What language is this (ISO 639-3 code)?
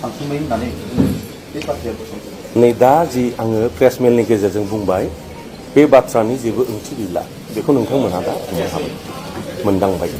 brx